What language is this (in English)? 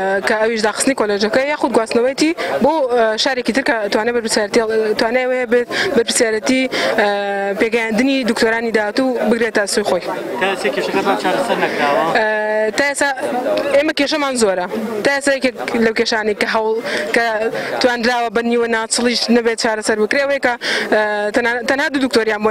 Central Kurdish